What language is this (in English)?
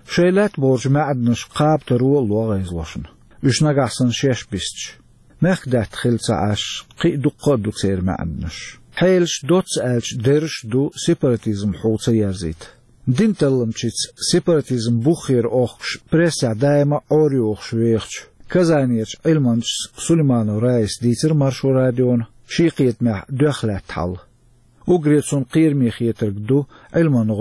Chechen